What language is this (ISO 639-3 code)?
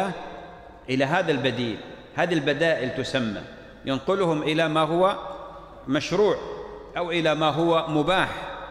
ara